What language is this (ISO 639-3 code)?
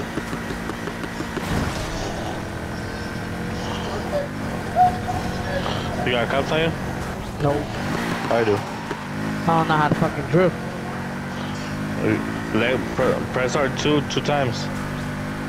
eng